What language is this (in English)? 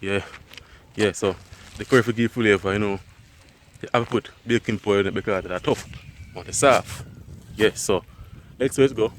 Jamaican Creole English